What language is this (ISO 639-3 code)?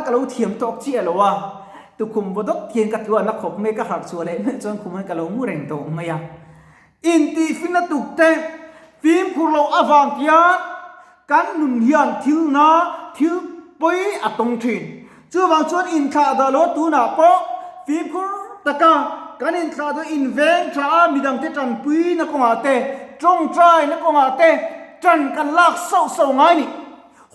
lus